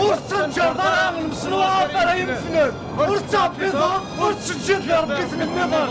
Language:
Kabyle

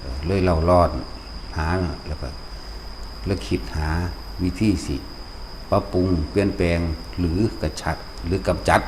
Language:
Northeastern Thai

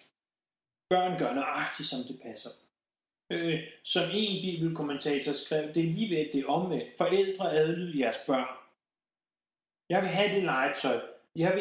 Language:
Danish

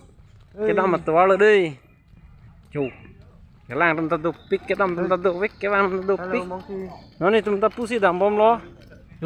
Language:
Karbi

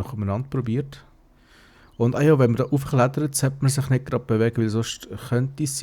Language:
Swiss German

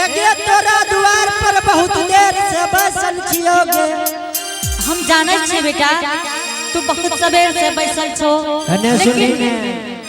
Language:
Angika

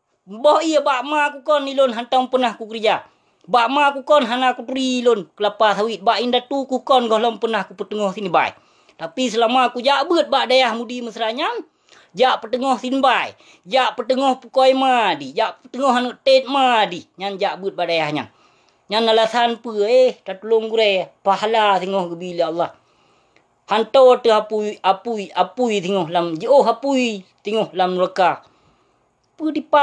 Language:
Achinese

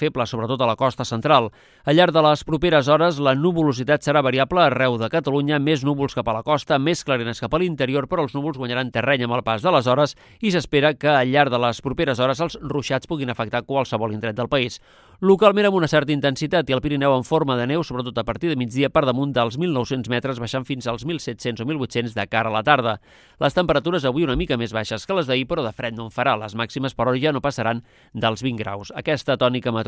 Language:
Catalan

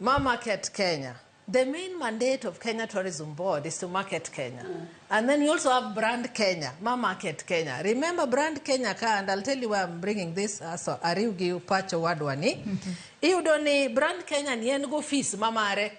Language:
Luo (Kenya and Tanzania)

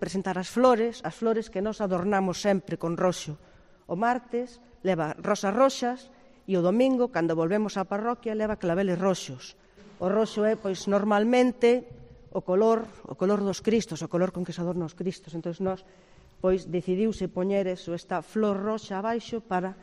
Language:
Galician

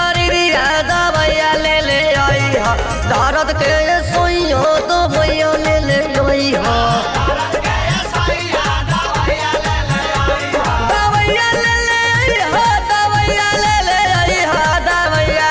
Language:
Bhojpuri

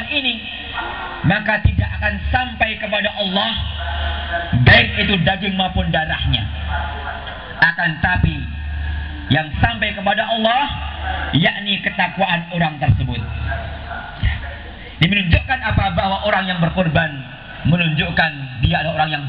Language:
Indonesian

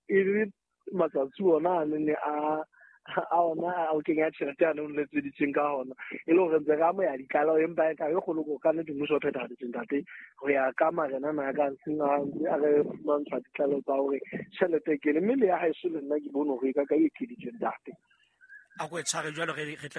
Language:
Southern Sotho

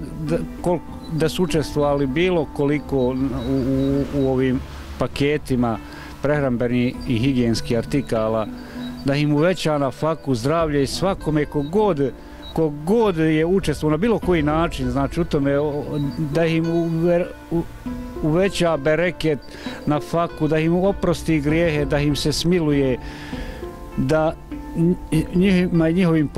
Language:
Bosnian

